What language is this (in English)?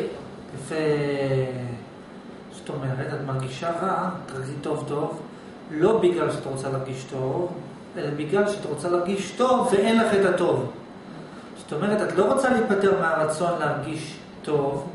Hebrew